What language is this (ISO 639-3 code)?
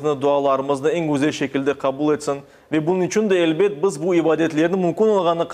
crh